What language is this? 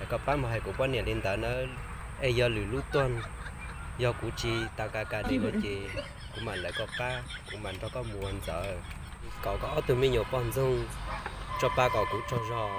Hmong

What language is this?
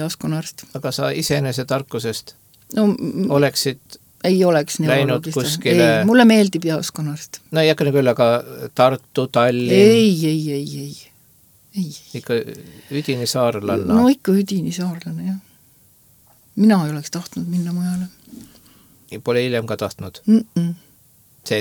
Estonian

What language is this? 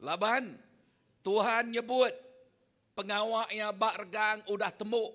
Iban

